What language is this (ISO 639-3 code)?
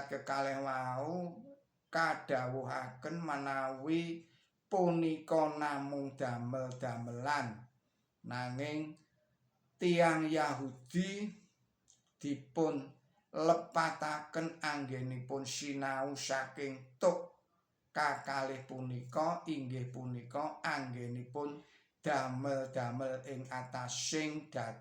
jav